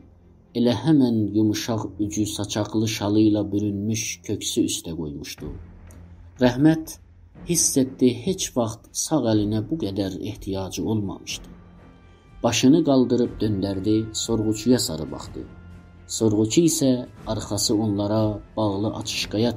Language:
South Azerbaijani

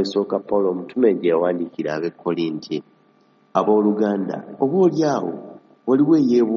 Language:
Ganda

